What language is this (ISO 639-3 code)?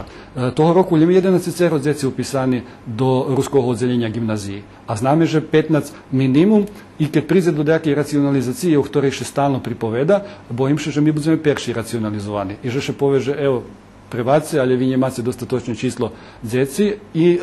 rue